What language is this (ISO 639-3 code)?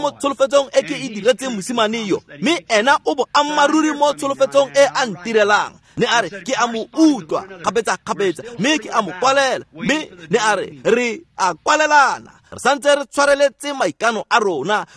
tsn